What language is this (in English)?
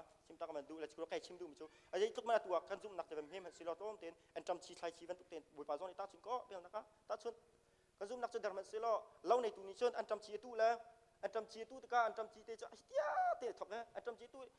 Hakha Chin